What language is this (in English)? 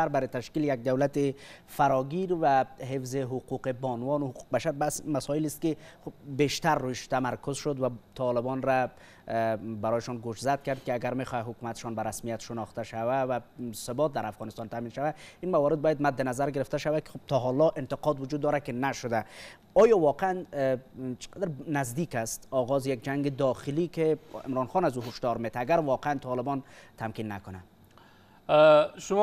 Persian